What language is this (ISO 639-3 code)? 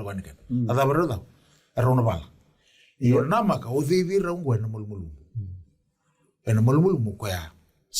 fij